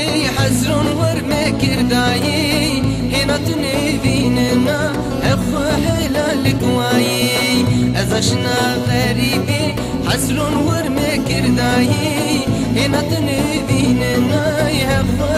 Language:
Zaza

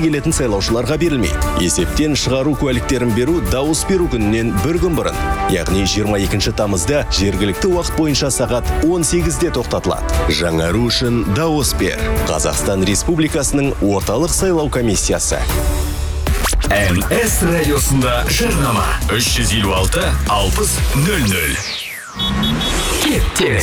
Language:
Kazakh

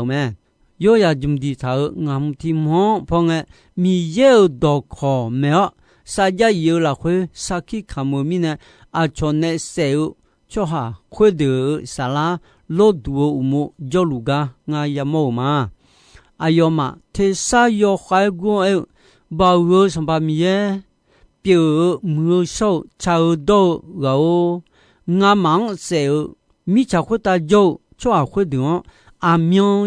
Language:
Akha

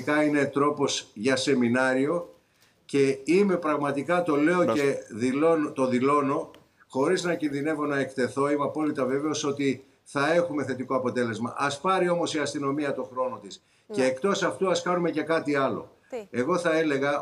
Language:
Greek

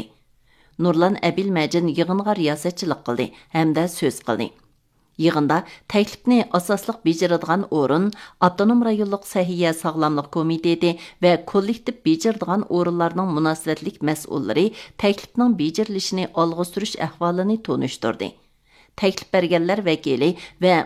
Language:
Uyghur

